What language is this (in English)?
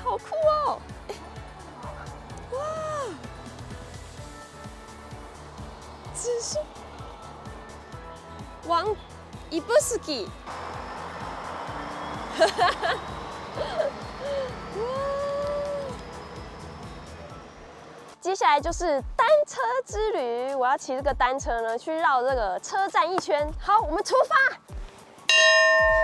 Chinese